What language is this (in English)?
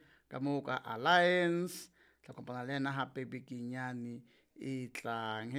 Southern Sotho